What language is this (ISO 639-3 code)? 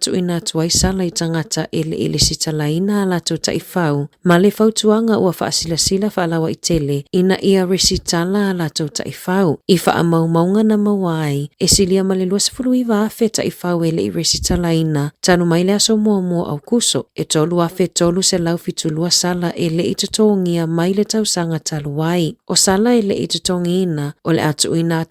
smo